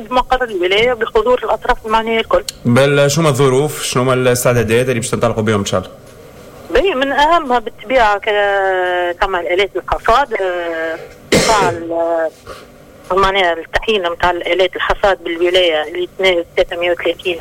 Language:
Tunisian Arabic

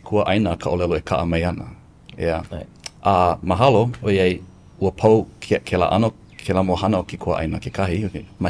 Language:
Hawaiian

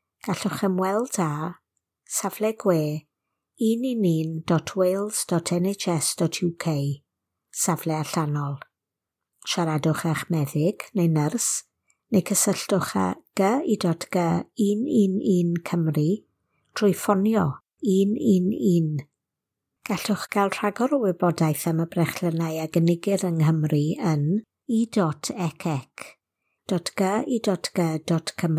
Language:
Welsh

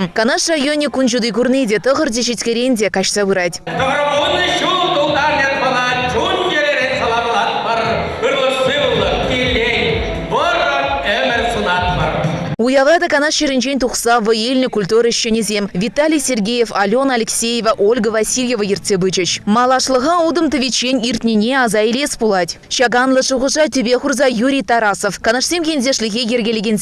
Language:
Chuvash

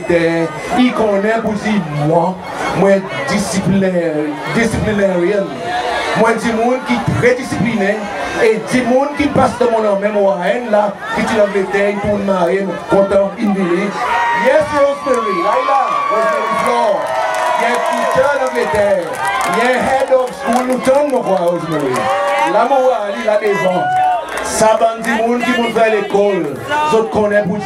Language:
Seselwa Creole French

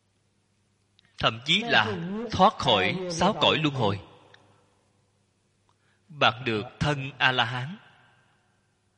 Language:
Vietnamese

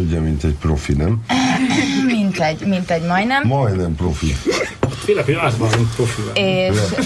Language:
Hungarian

